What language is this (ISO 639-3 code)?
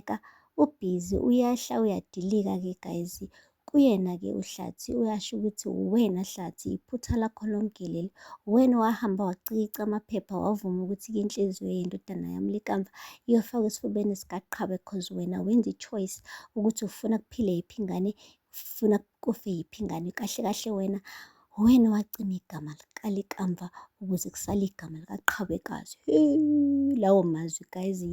zul